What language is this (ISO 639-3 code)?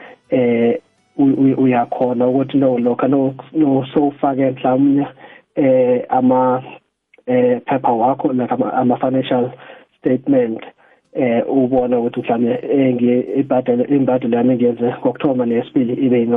nbl